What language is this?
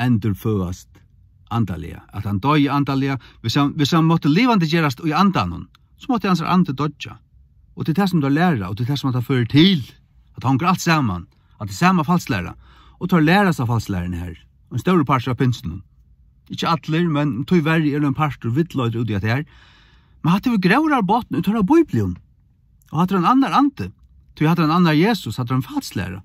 Faroese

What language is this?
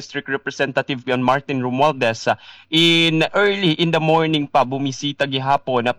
Waray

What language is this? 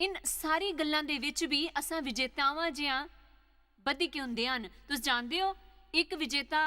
Dogri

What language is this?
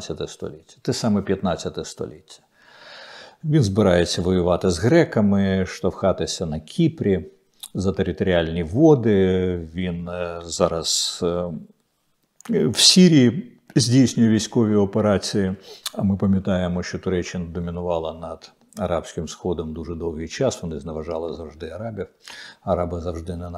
Ukrainian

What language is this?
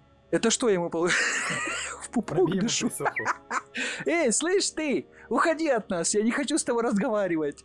Russian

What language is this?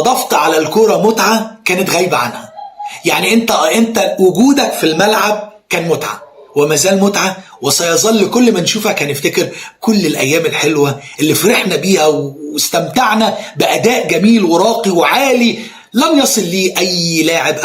Egyptian Arabic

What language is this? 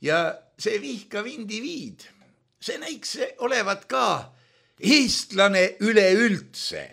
Estonian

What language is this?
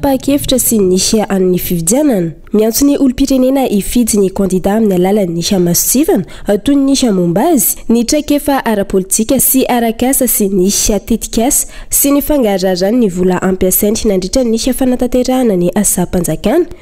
Malagasy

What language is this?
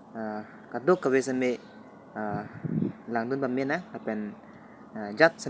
Karbi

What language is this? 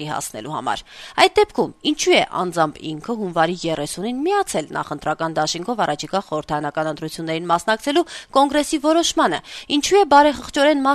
Armenian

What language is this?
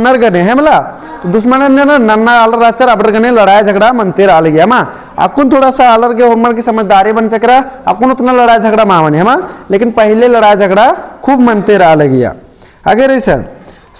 Kurukh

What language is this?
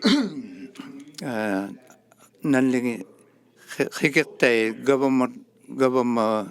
Inuktitut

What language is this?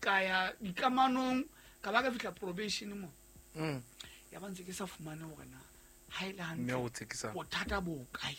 Southern Sotho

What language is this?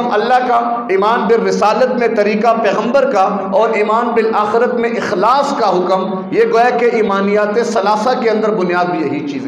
Urdu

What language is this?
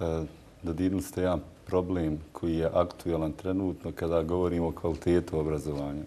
Bosnian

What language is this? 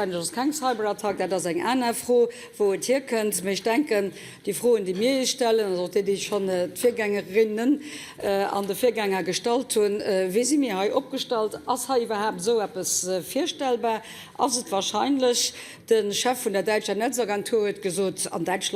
Luxembourgish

